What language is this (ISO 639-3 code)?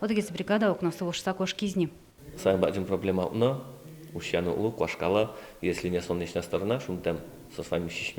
udm